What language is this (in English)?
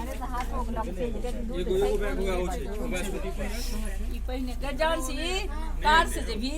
Maithili